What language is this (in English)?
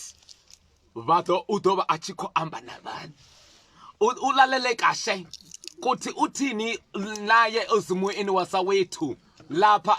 Venda